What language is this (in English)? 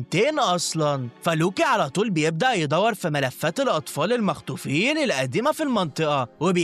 Egyptian Arabic